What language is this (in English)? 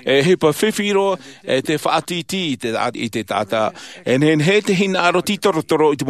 Tahitian